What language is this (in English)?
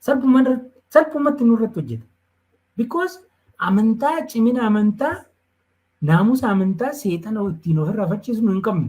Oromo